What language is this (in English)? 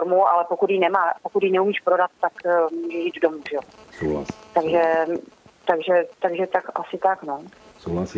Czech